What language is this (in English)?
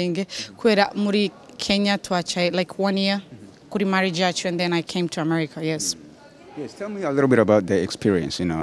Kinyarwanda